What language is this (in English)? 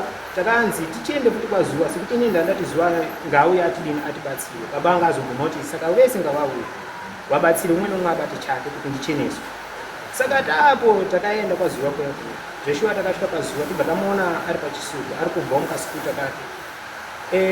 Shona